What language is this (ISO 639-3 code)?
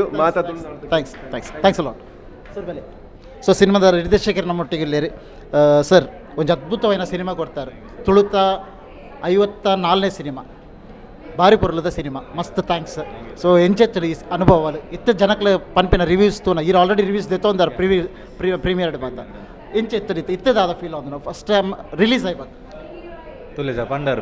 tcy